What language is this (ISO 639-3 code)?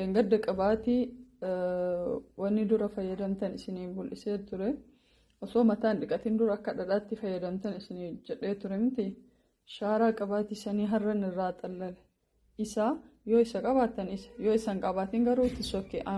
orm